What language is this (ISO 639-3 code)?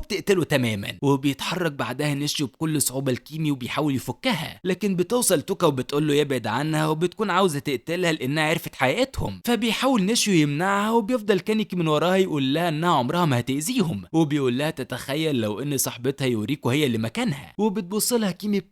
arz